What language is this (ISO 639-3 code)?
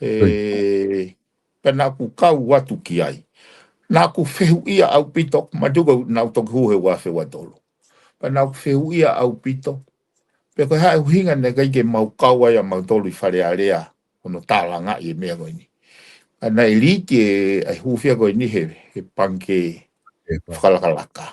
ton